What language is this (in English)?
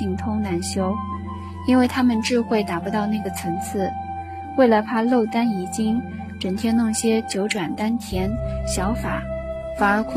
Chinese